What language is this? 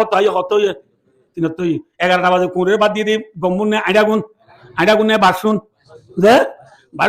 Rohingya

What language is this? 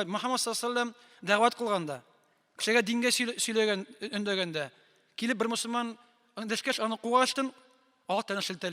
Tatar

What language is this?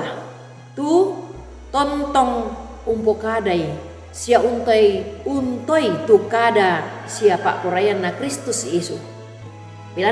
Toraja-Sa'dan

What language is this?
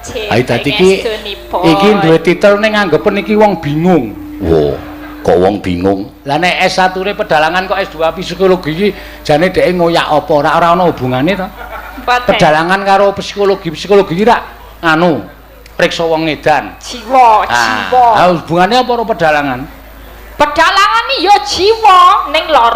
Javanese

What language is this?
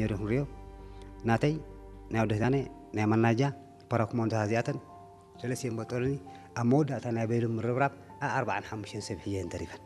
Tigrinya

